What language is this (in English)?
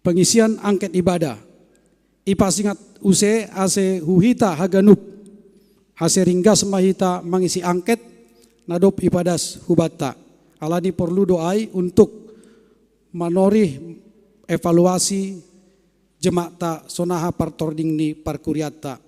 Batak Simalungun